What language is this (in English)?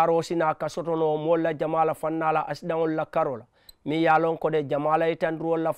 Mandingo